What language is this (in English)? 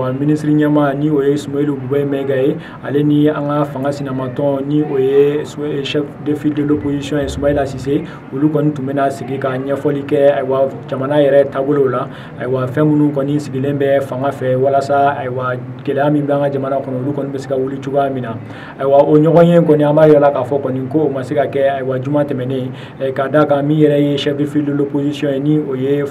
Bambara